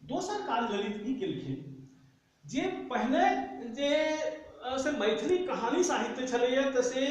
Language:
Maithili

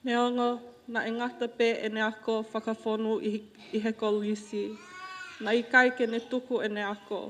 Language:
Tongan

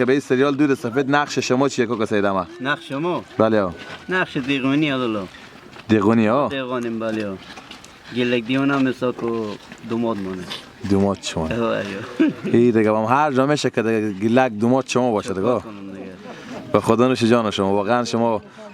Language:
Hazaragi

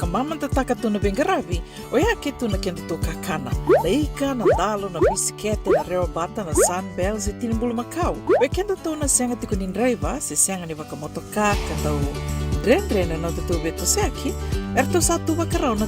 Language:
Fijian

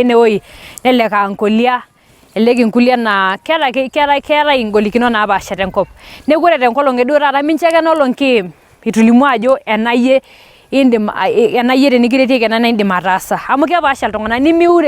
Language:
Masai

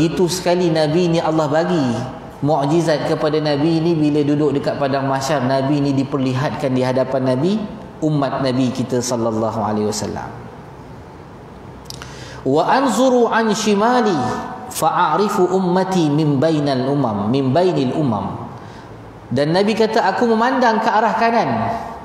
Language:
Malay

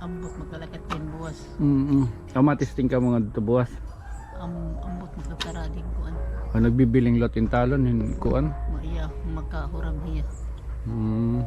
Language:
Waray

